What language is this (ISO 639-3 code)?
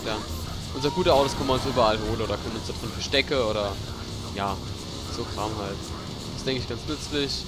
pfl